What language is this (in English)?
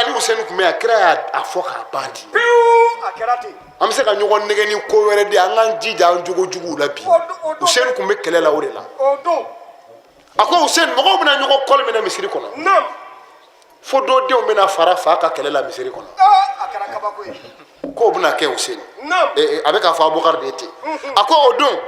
Bambara